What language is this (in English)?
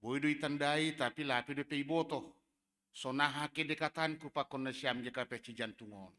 Batak Simalungun